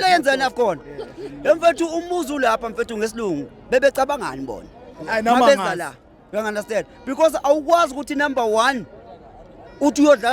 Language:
Zulu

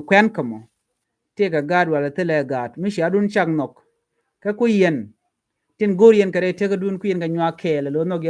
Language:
Nuer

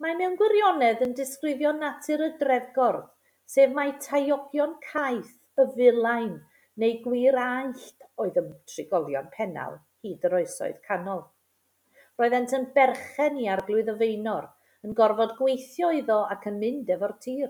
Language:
Welsh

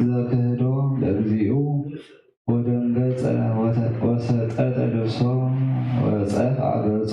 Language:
Geez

